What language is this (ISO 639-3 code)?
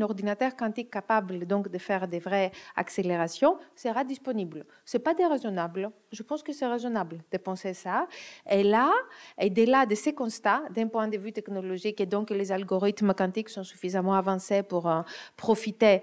fra